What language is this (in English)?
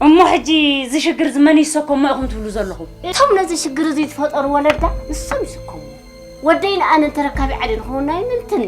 Tigrinya